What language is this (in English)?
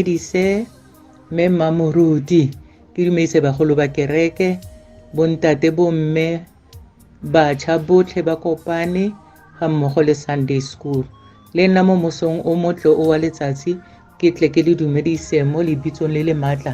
Tswana